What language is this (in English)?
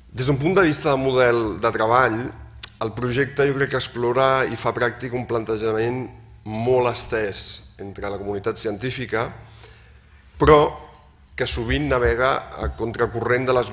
Catalan